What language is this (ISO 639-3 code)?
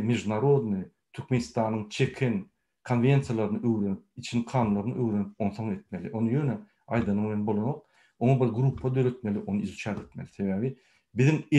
tuk